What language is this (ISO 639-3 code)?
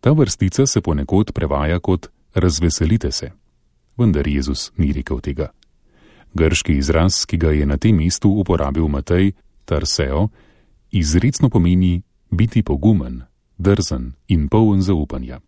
slv